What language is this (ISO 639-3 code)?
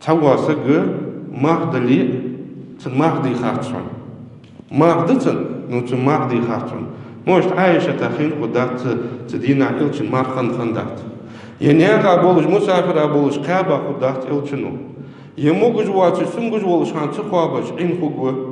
inh